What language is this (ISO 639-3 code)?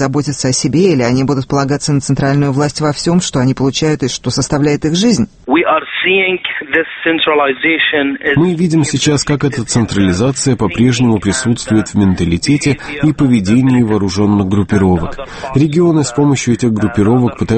rus